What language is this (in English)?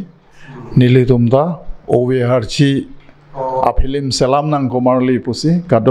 Karbi